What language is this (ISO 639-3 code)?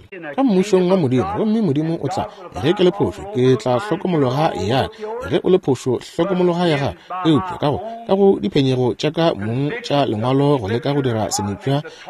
nso